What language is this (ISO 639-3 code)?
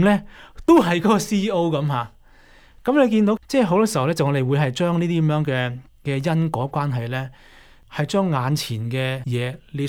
yue